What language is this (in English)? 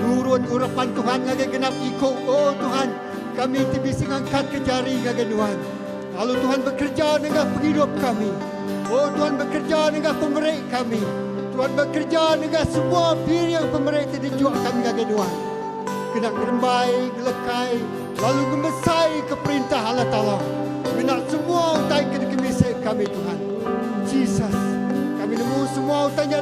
Iban